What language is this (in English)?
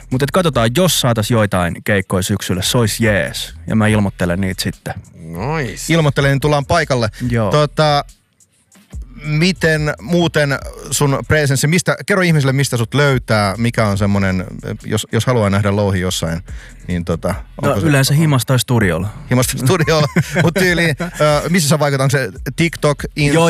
Finnish